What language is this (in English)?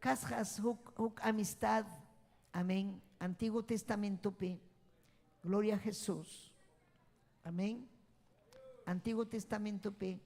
Ayacucho Quechua